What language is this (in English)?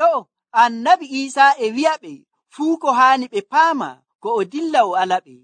Nigerian Fulfulde